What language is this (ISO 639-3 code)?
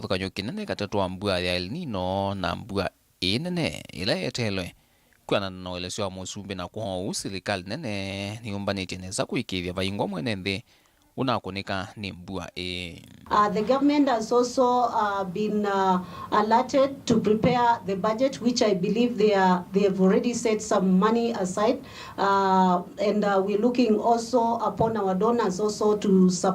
kam